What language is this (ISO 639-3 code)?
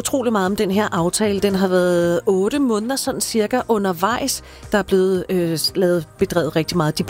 dan